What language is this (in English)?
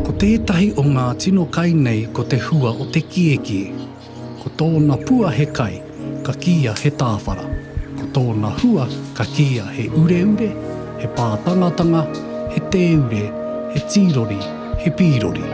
Māori